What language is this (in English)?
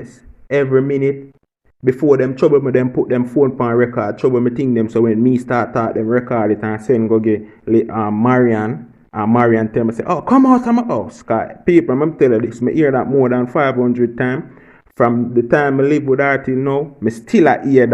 Jamaican Creole English